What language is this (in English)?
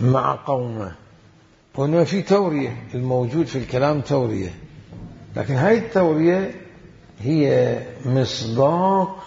Mesopotamian Arabic